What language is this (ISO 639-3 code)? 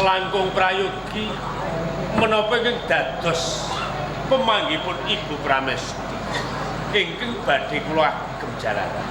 jav